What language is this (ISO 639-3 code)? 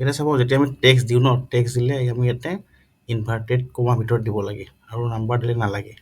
asm